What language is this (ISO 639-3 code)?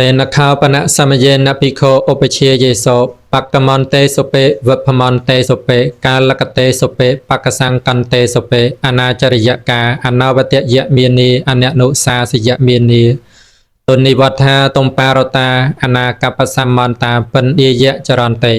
khm